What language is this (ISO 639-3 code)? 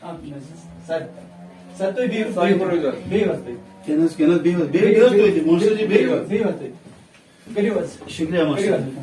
kas